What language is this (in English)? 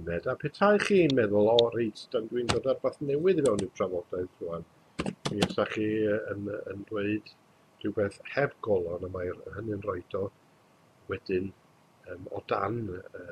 Welsh